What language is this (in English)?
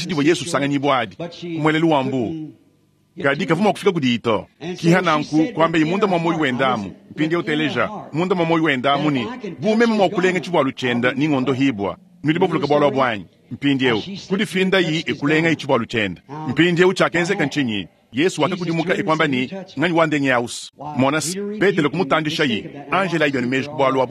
Luba-Lulua